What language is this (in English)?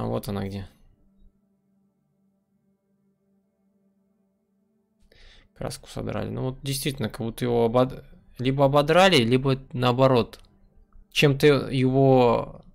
Russian